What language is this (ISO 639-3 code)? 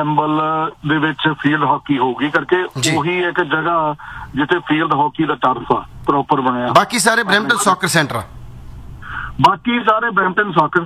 pan